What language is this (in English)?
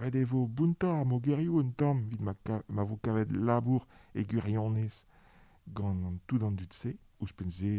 Breton